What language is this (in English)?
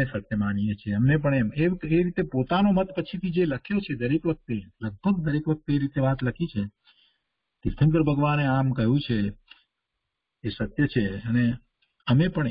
Gujarati